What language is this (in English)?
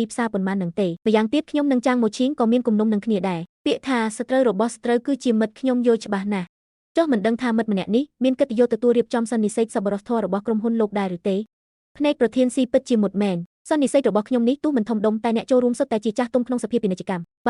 Khmer